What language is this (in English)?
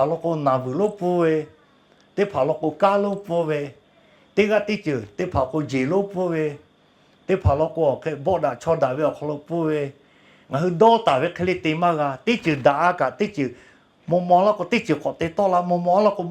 Lahu